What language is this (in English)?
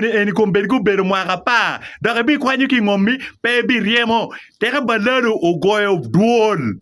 Acoli